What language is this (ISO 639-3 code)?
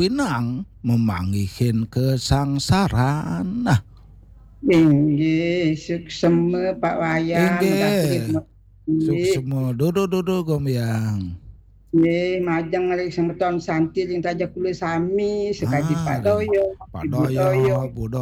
ban